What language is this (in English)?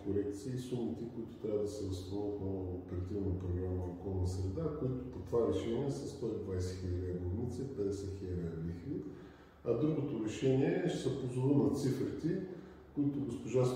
Bulgarian